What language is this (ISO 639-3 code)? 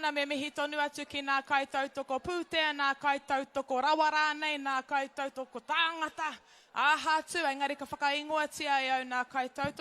mri